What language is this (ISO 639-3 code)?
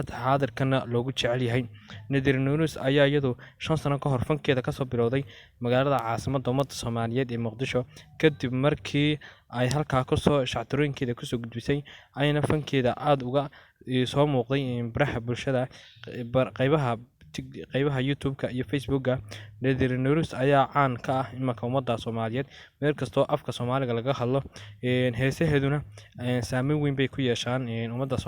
som